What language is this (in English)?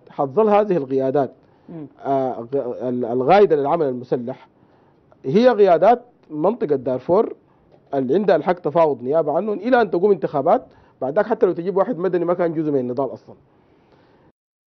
Sudanese Arabic